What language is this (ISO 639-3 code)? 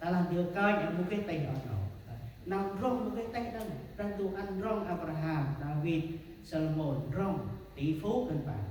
cmo